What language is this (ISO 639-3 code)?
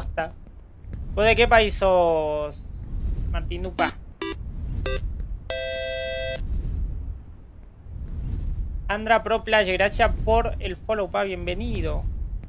spa